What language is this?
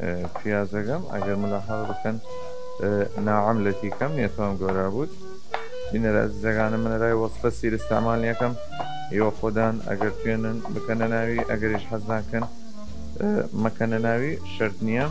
Southern Kurdish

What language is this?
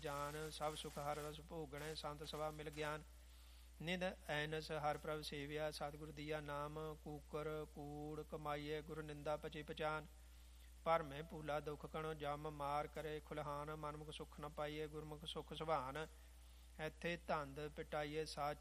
Punjabi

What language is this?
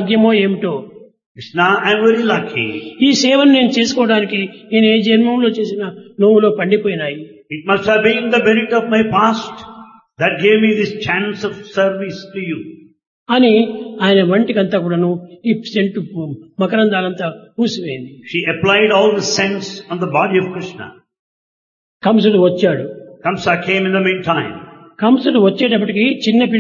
Telugu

